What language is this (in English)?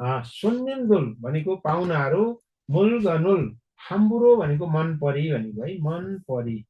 Nepali